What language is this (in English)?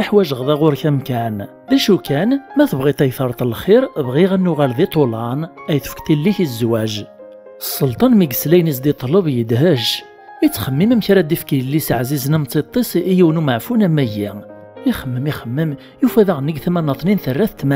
Kabyle